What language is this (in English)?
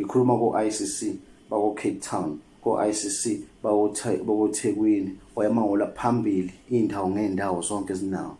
Zulu